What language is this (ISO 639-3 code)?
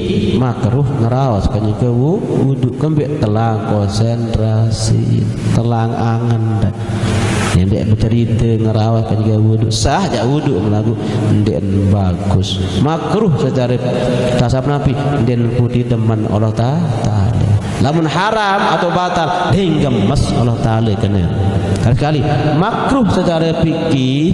sas